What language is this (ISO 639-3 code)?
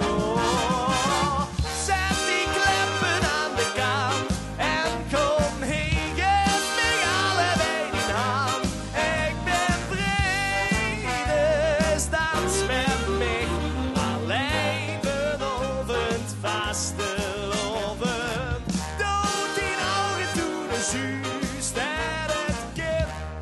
lim